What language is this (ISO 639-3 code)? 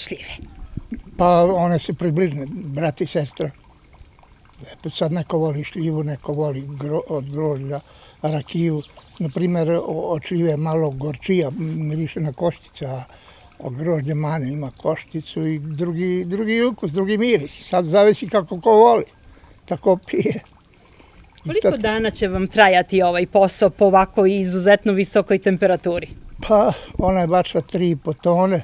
srp